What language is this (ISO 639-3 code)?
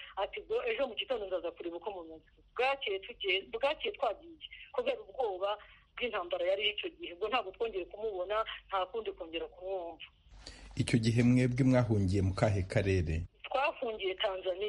kin